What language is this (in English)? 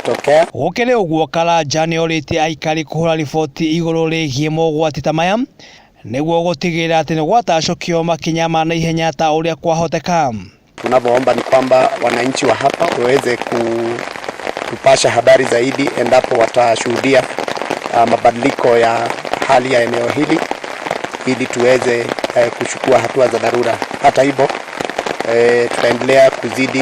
Kikuyu